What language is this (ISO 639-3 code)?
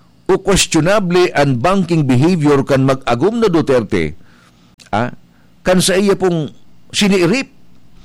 bik